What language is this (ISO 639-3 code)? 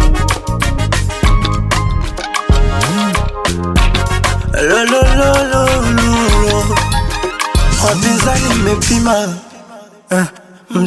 swa